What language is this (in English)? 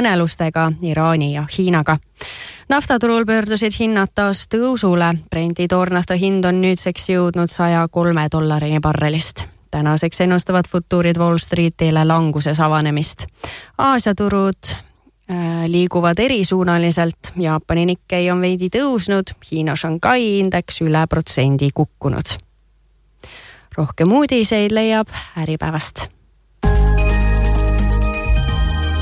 Estonian